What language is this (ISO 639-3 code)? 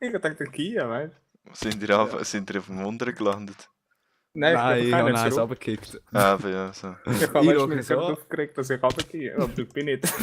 gsw